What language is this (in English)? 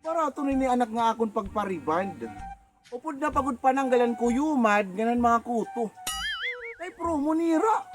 Waray